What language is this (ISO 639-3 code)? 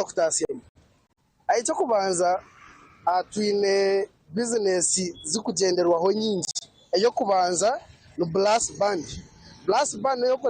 nyn